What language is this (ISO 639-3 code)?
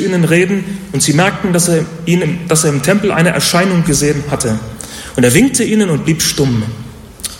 deu